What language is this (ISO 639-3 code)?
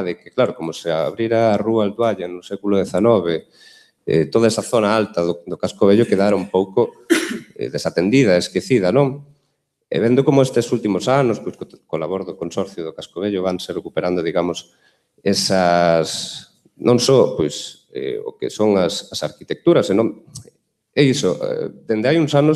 glg